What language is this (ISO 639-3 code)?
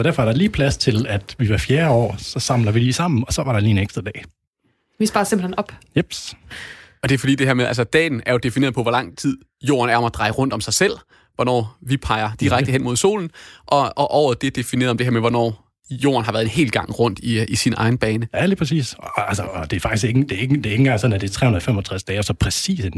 dan